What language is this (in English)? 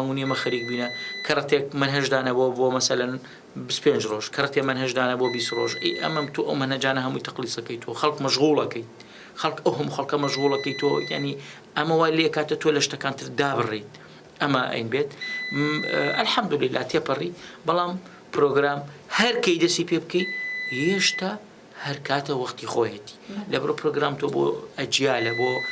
Central Kurdish